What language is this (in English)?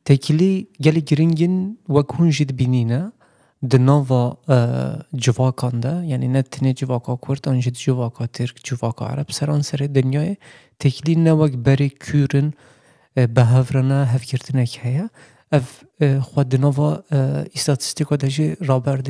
Kurdish